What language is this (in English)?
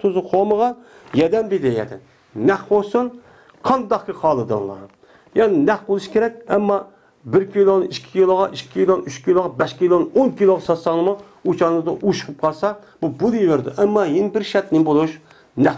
Uyghur